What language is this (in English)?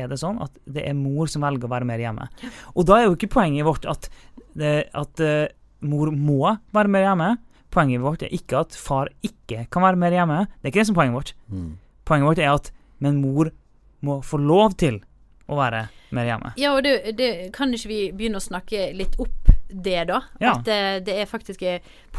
Norwegian